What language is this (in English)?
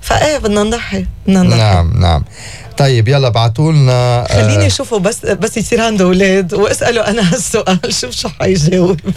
North Levantine Arabic